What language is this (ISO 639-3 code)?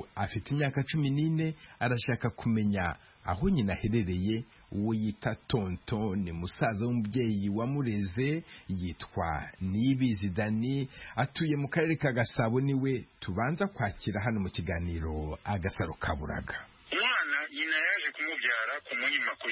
kin